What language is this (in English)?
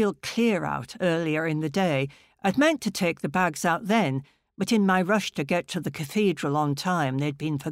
English